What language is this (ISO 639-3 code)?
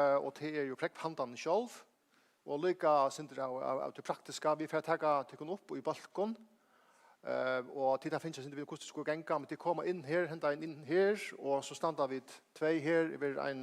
fao